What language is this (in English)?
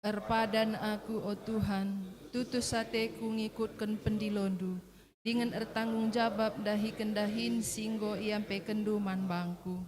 Batak Karo